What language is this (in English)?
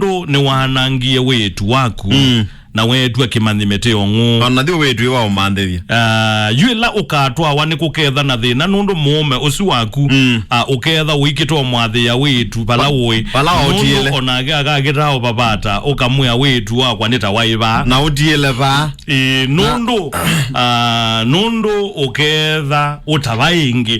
Kamba